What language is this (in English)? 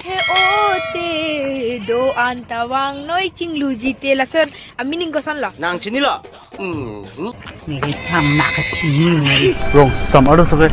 Karbi